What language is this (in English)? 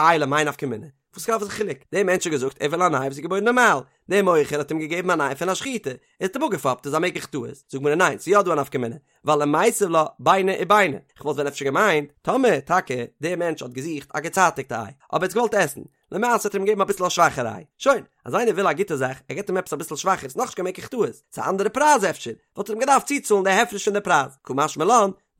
Yiddish